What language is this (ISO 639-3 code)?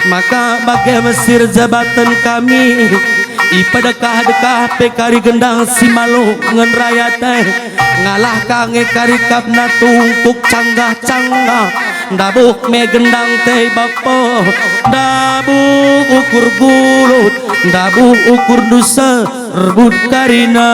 btx